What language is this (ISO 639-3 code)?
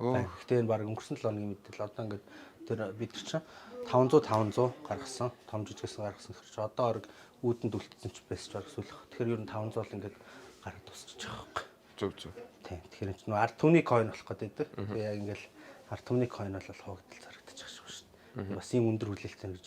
mon